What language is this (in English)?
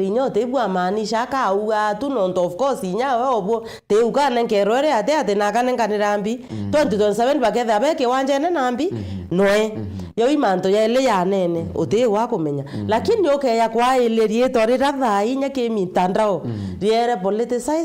Meru